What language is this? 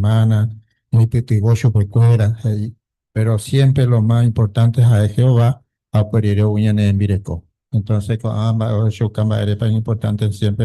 Guarani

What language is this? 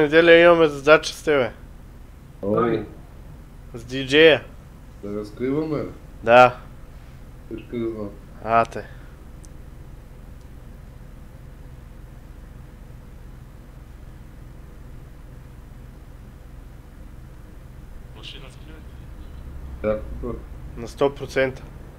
Bulgarian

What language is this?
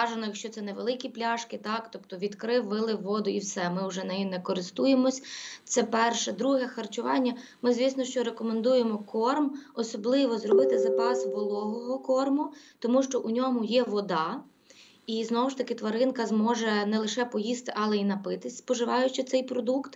Ukrainian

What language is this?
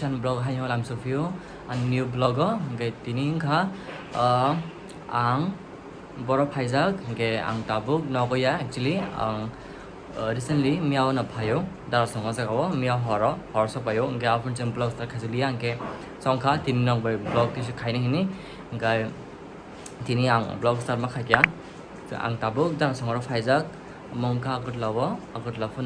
Kok Borok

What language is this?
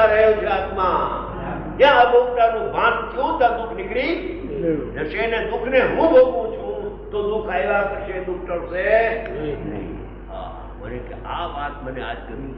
Gujarati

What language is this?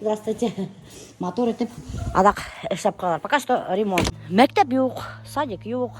Bashkir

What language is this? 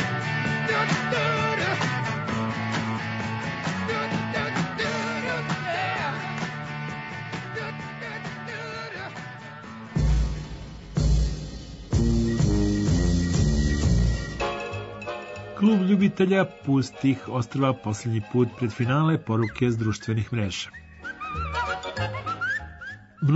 Serbian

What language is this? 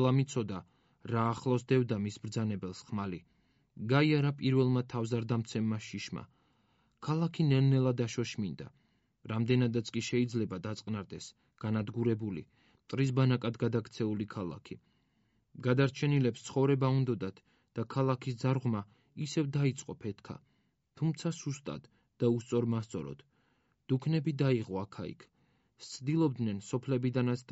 Georgian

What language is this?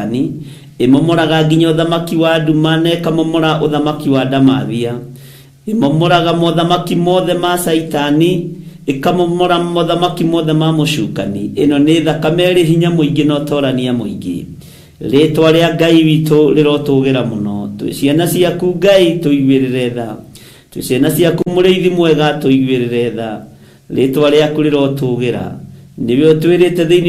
Kikuyu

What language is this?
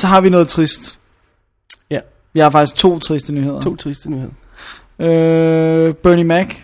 Danish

